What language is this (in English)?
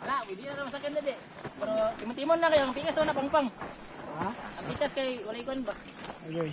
Cebuano